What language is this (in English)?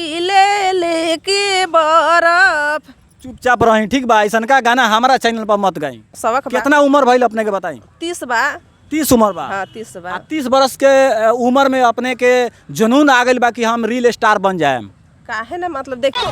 Bhojpuri